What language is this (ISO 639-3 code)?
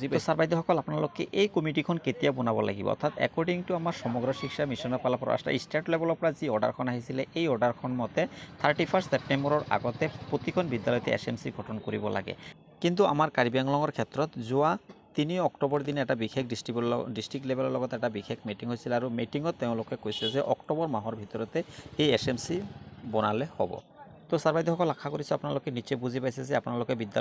asm